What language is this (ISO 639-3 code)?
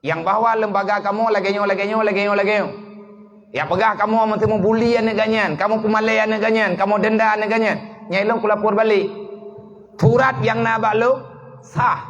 ace